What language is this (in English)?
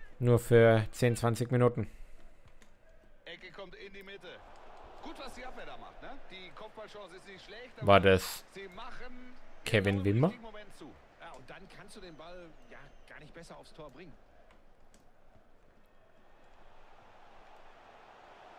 German